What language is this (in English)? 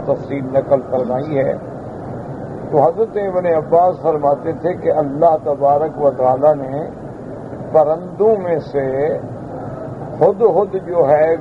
Urdu